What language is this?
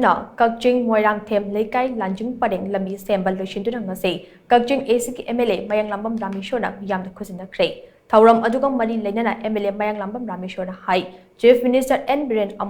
Manipuri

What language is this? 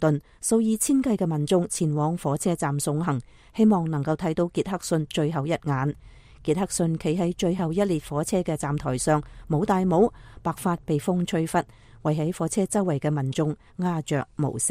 Cantonese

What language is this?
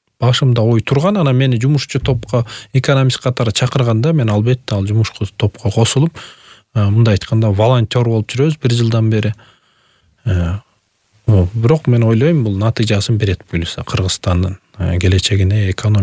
Kyrgyz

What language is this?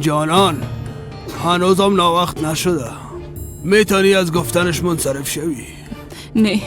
Persian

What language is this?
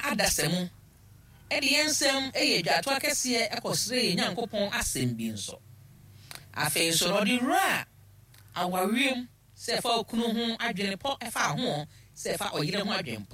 Akan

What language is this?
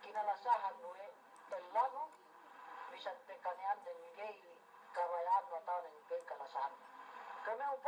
Yakan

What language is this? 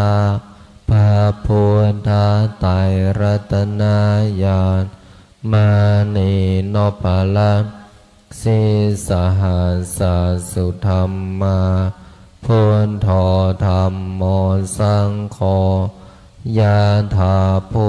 Pali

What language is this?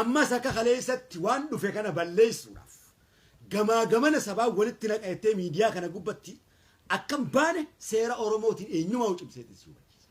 Oromo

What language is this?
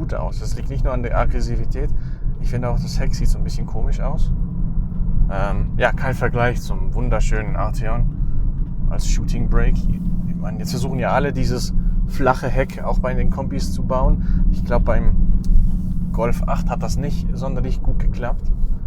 Swiss German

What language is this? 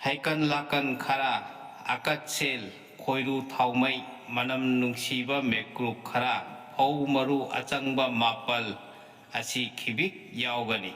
Manipuri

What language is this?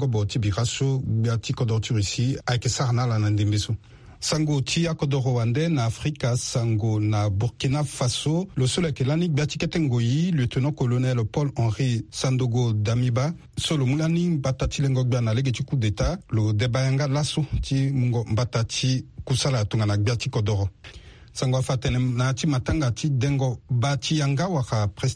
Sango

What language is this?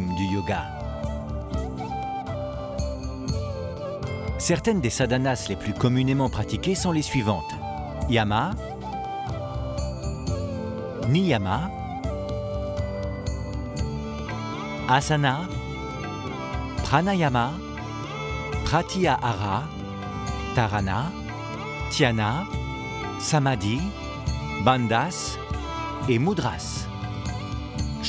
French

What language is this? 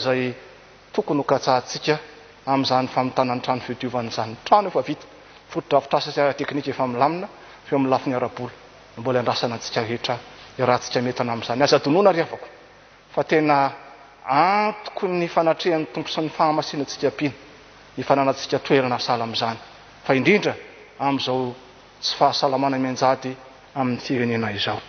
Malagasy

